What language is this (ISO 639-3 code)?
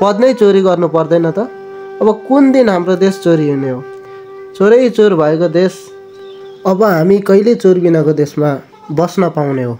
nep